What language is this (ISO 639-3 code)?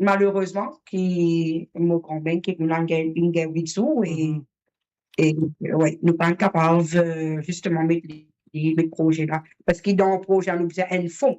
mfe